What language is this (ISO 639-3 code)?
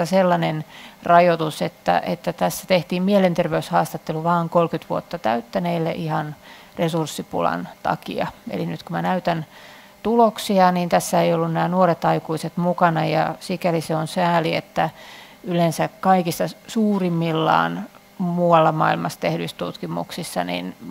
fin